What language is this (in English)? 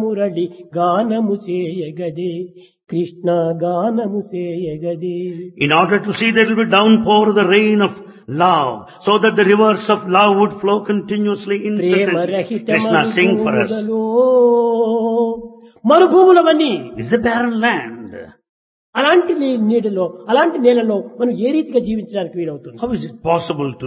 Telugu